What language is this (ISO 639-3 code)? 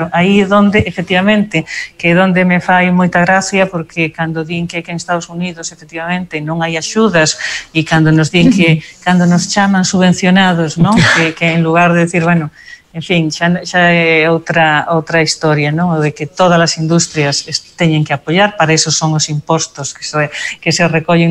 glg